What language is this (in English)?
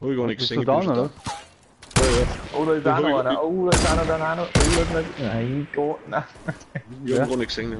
Bavarian